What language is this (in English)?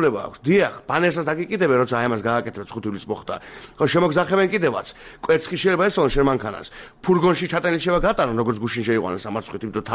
Georgian